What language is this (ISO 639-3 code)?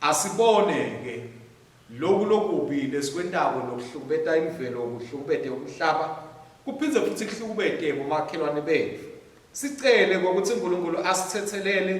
ssw